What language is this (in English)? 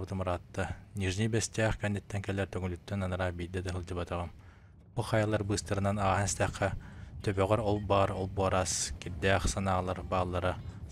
Yakut